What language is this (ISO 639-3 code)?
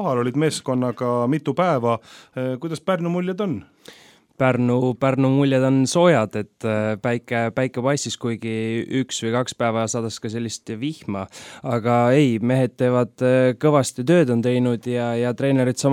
est